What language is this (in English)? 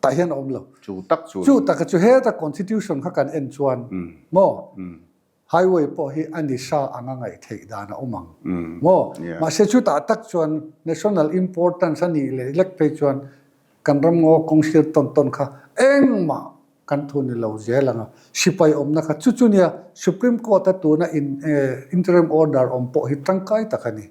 Mizo